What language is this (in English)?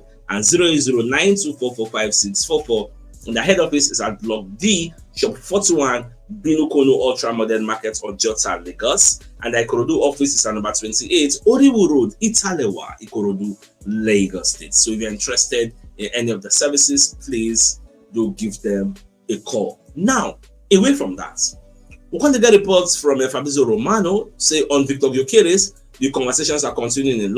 Nigerian Pidgin